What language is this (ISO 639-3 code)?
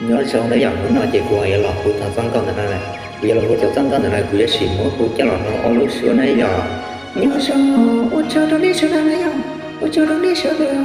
hmn